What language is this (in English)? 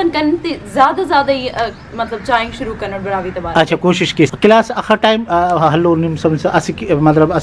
Brahui